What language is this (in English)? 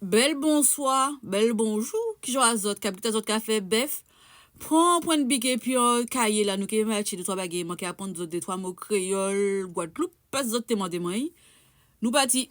Guadeloupean Creole French